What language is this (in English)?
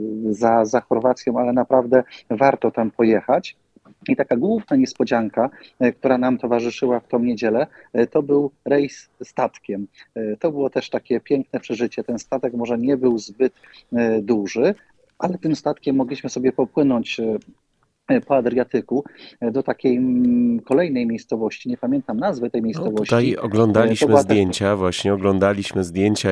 Polish